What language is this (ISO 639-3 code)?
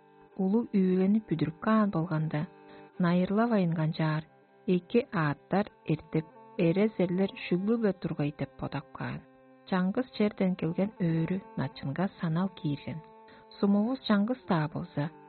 tyv